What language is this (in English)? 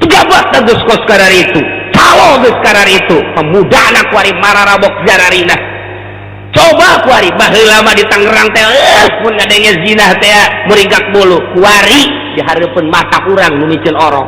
Sundanese